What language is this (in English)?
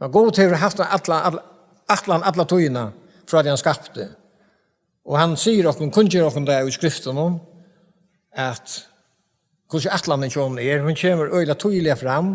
Faroese